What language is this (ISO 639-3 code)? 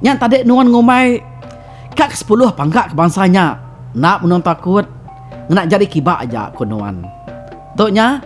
iba